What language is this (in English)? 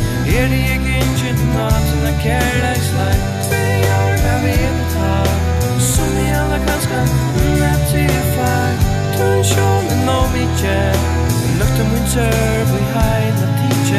Faroese